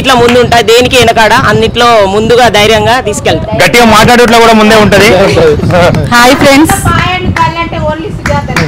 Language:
Telugu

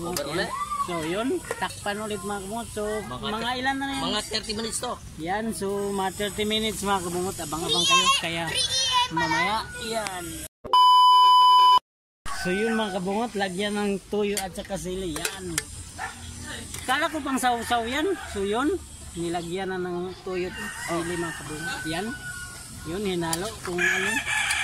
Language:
Filipino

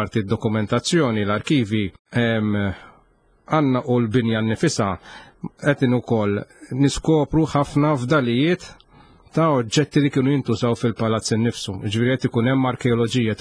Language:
Maltese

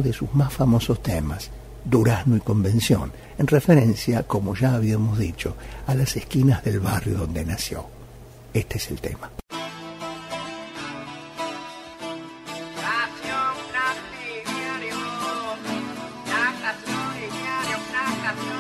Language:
Spanish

